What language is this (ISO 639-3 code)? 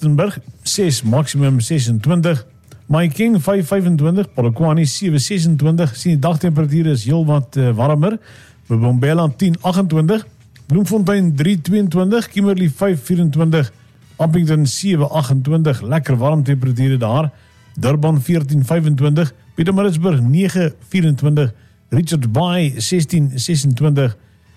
afr